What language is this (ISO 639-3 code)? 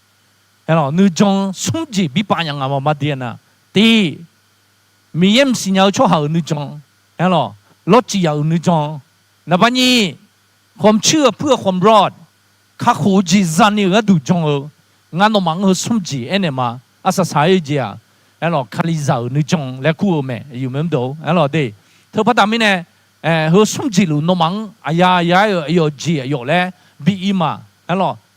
ahk